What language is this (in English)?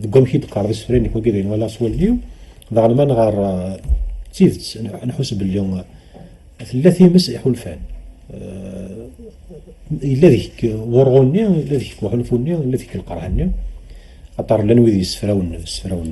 Kabyle